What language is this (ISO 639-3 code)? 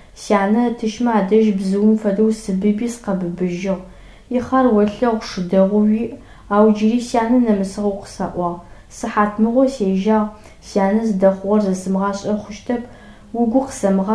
ady